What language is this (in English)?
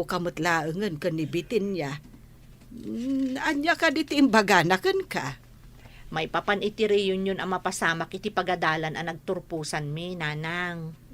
Iloko